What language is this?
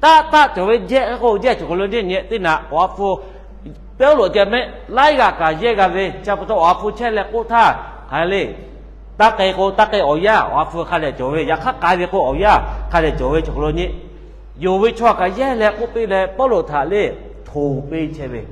Lahu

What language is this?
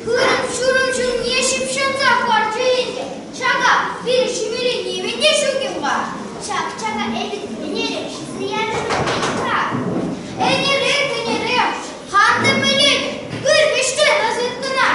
Chuvash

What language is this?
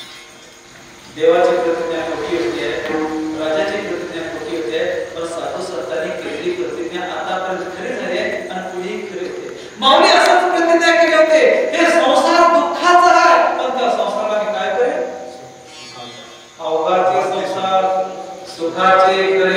Marathi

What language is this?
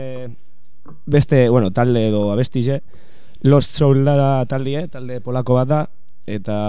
Basque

